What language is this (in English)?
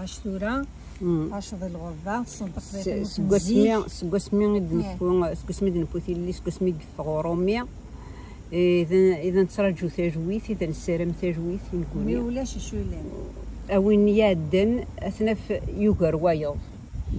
Kabyle